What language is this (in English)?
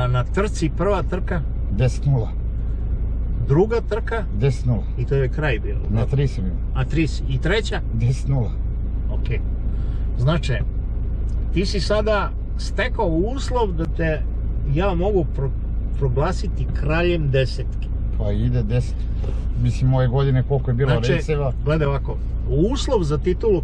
Serbian